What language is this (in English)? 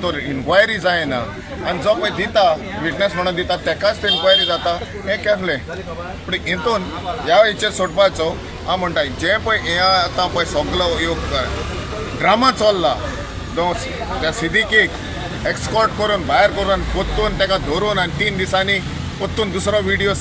Konkani